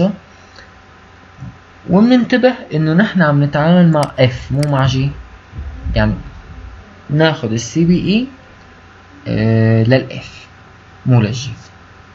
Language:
North Levantine Arabic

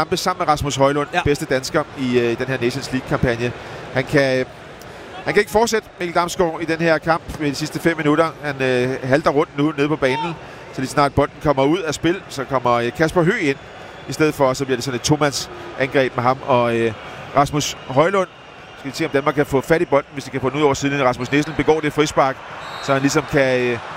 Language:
Danish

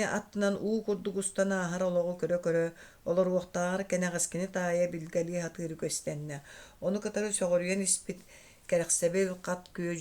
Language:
Yakut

